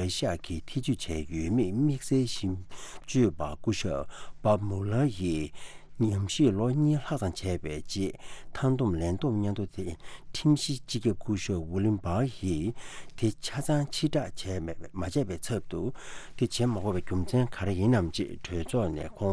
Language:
Tibetan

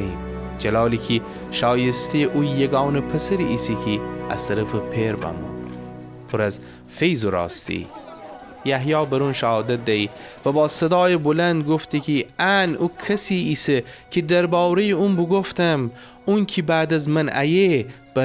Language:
Gilaki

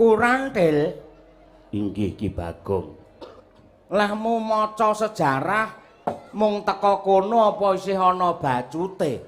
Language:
Javanese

